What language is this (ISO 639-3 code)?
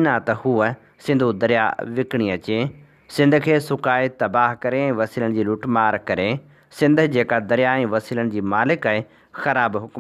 snd